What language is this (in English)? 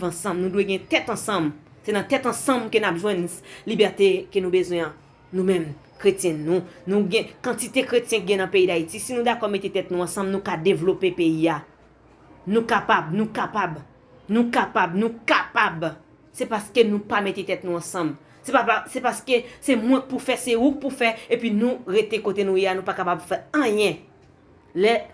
Haitian Creole